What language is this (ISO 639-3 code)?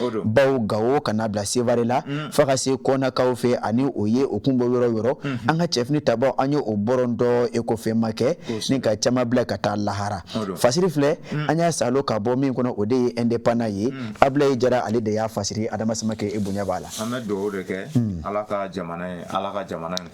bam